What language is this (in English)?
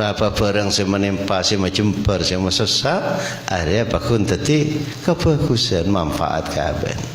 Madurese